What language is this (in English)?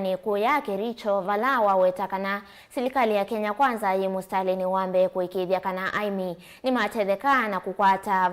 Kamba